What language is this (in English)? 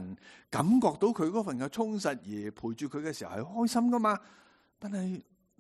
Cantonese